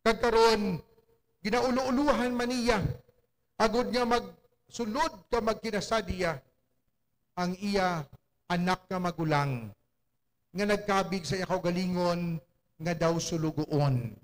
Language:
Hiligaynon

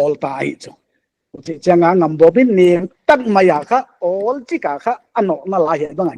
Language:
Paite Chin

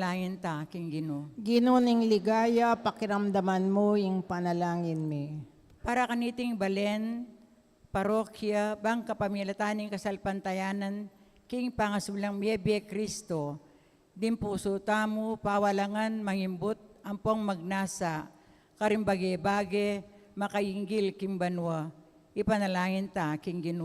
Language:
Pampanga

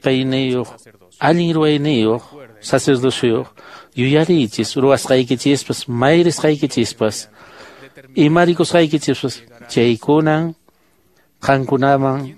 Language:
Quechua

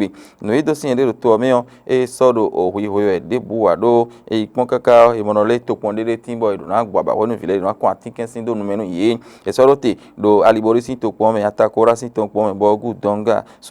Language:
Fon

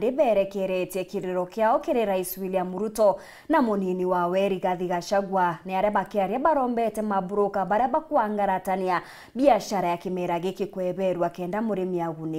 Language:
Meru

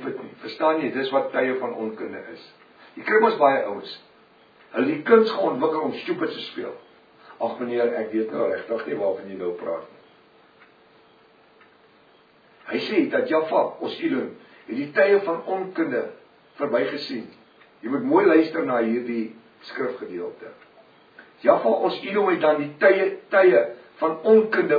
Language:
Afrikaans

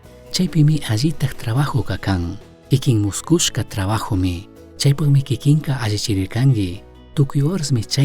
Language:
Chimborazo Highland Quichua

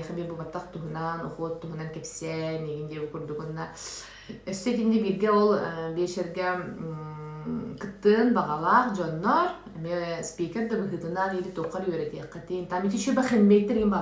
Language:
Yakut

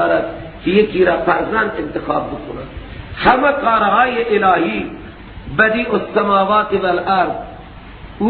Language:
Persian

